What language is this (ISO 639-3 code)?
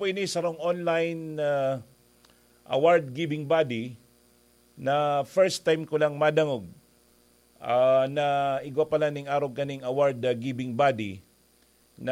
bik